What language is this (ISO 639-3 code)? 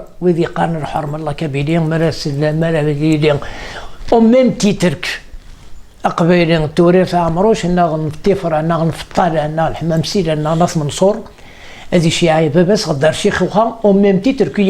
kab